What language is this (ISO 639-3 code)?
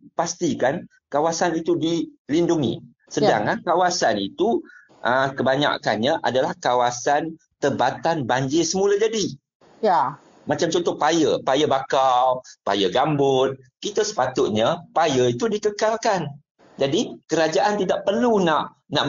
msa